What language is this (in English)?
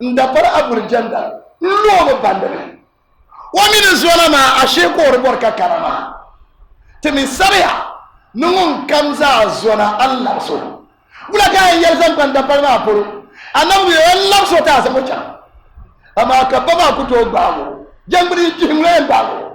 Dagbani